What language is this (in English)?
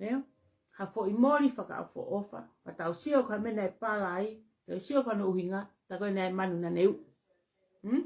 Tongan